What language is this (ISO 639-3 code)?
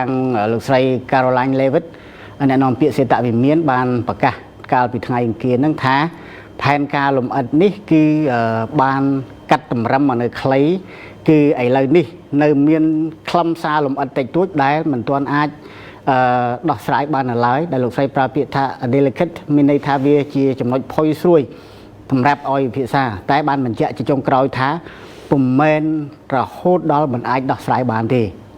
khm